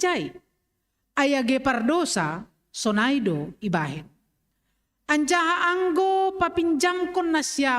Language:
Batak Simalungun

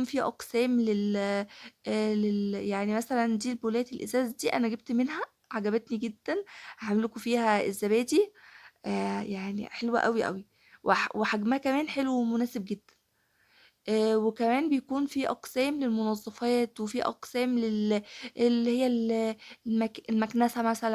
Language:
Egyptian Arabic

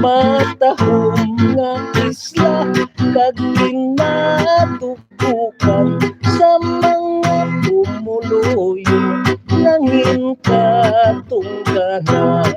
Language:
Hiligaynon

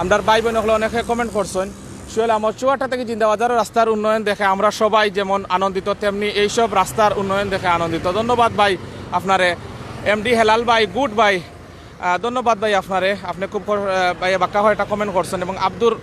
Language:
Sylheti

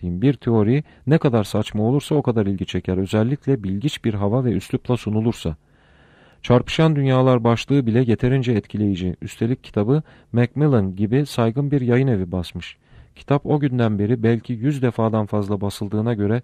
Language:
Turkish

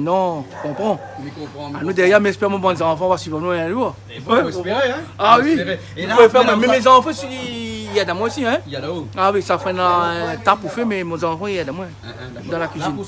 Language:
Réunion Creole French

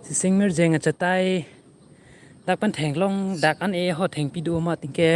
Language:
Karbi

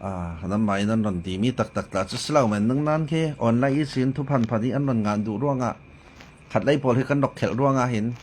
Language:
Falam Chin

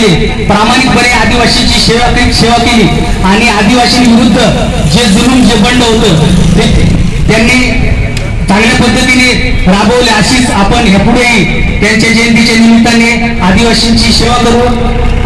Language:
Marathi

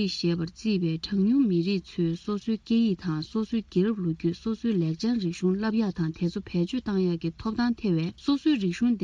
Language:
Tibetan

